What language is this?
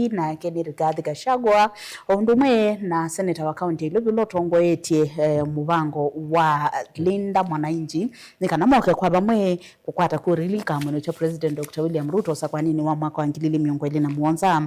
Kamba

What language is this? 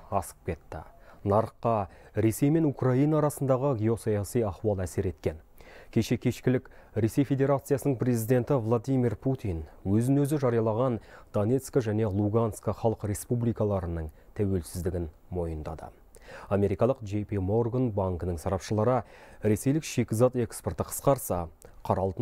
Kazakh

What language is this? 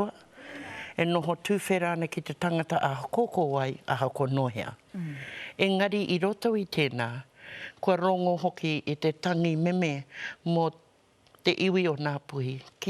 Māori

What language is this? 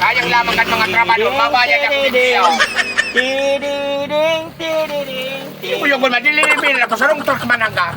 Bikol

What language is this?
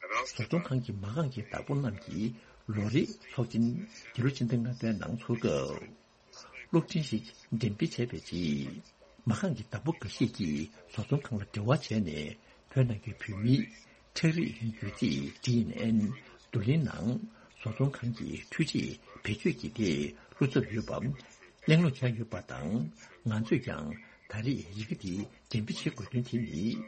Tibetan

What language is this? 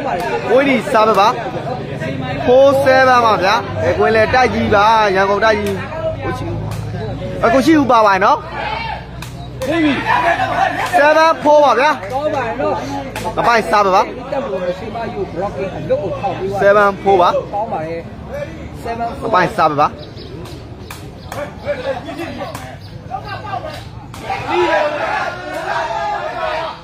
Burmese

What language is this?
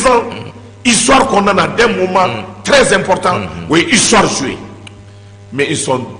Bambara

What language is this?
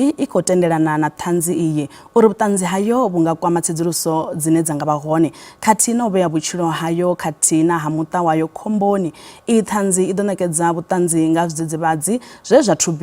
Venda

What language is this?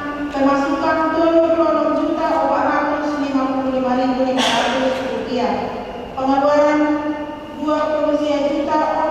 Batak Toba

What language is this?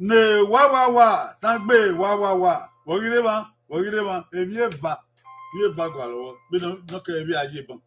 Bini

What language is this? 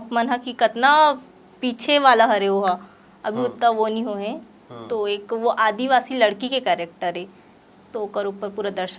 Chhattisgarhi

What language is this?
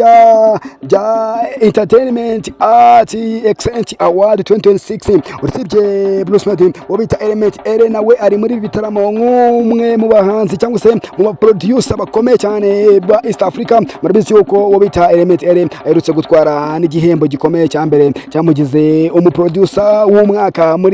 Kinyarwanda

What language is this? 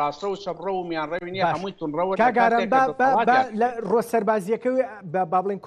Central Kurdish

